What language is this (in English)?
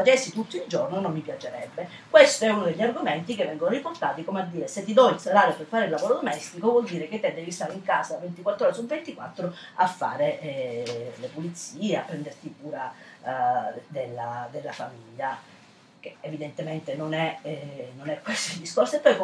Italian